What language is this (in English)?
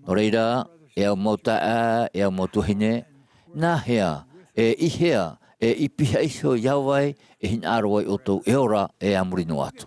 Tahitian